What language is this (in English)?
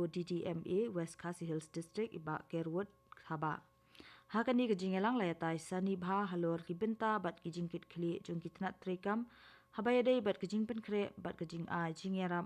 Khasi